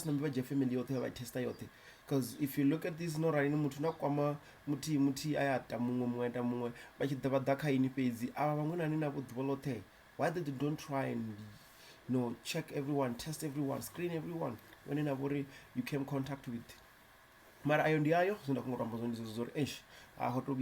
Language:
Venda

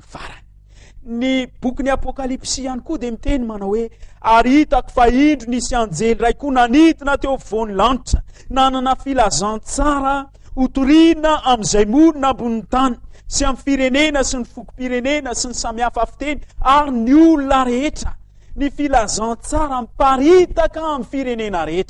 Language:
Malagasy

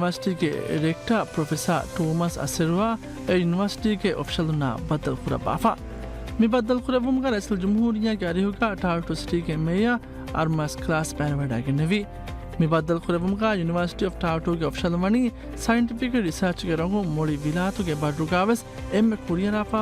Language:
Divehi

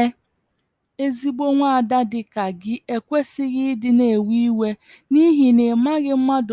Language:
Igbo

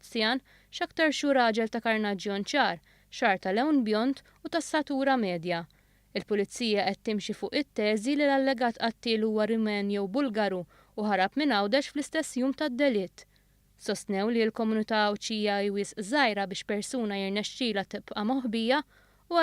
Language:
Maltese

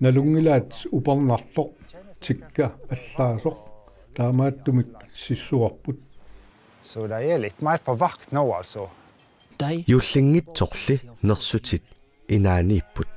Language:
Kalaallisut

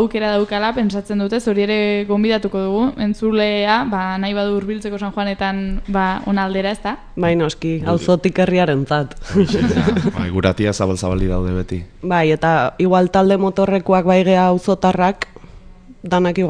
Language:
Basque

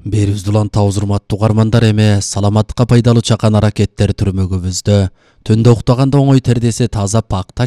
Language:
Kyrgyz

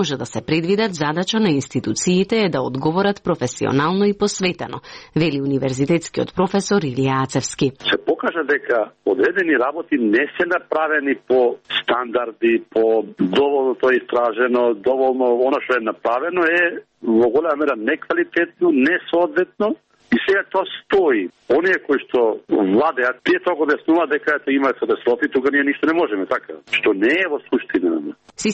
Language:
Macedonian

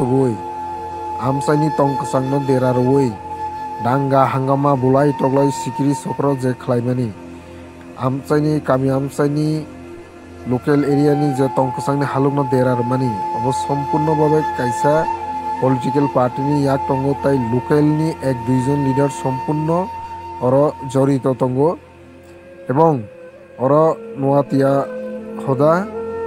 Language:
Kok Borok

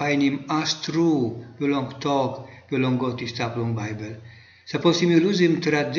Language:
Tok Pisin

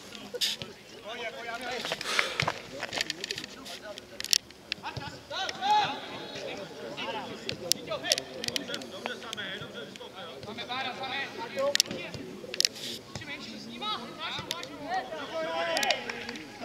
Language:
Czech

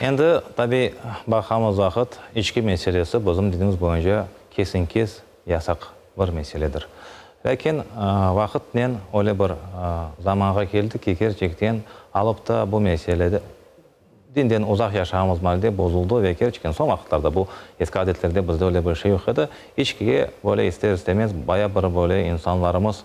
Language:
Crimean Tatar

